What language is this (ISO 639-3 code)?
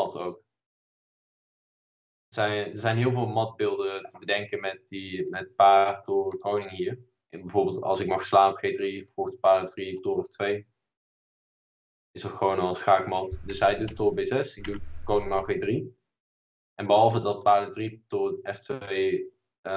nld